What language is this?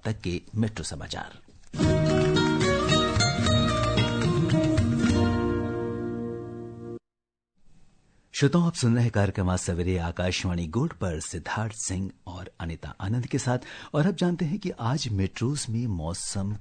Hindi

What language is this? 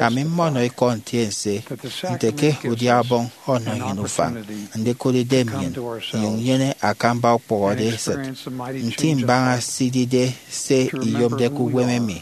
Efik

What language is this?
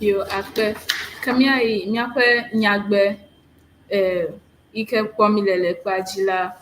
Ewe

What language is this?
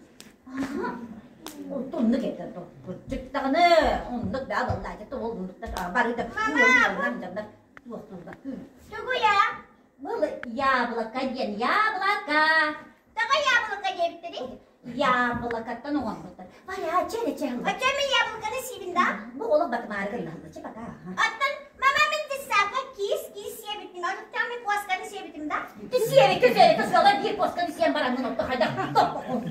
Yakut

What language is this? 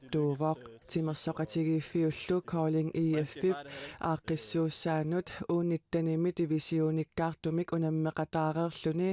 Kalaallisut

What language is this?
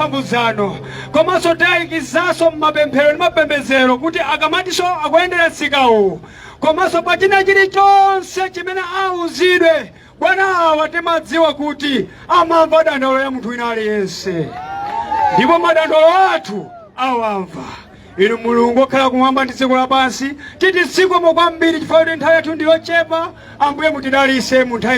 Nyanja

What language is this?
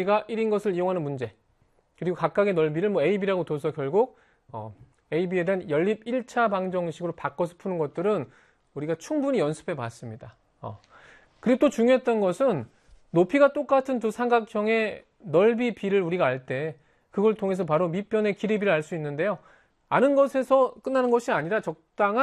Korean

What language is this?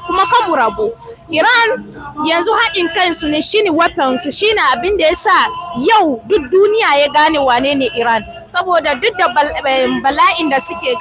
Hausa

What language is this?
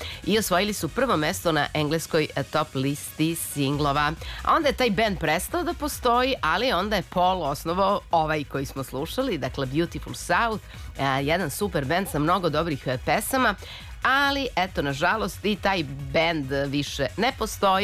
Serbian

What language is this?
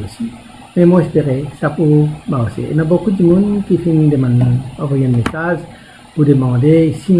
Morisyen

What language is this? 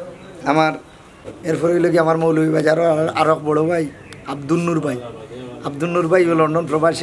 Sylheti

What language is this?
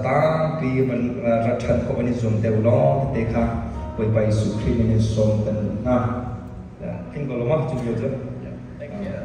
Hakha Chin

